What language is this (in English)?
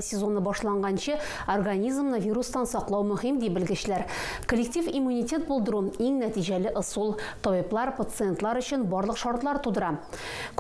Tatar